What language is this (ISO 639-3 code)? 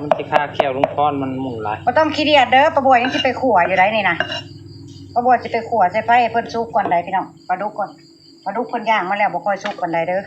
tts